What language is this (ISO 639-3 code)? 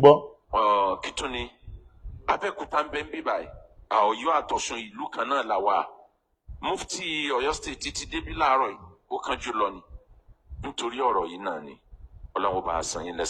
yor